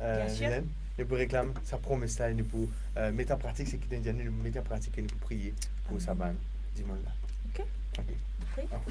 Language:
Morisyen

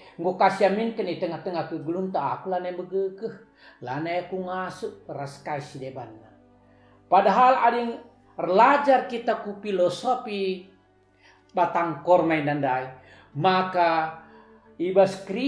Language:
Batak Karo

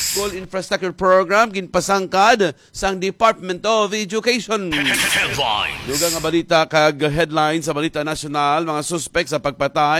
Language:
Hiligaynon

